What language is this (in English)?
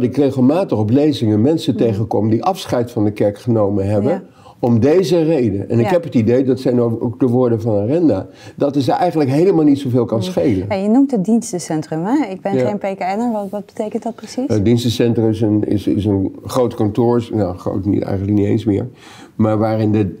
Dutch